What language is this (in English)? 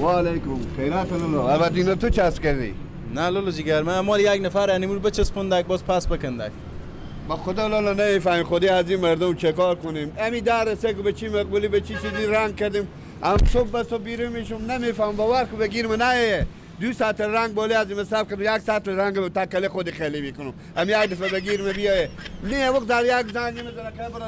Persian